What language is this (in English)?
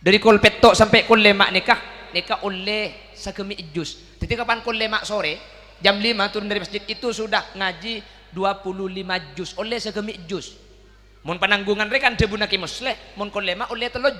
Madurese